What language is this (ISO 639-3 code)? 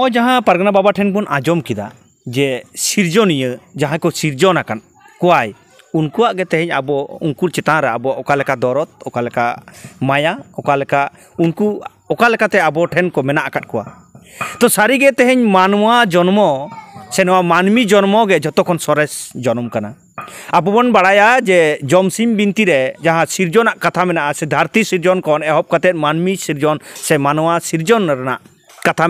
sat